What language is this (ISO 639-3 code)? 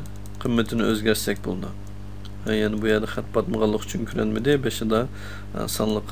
uig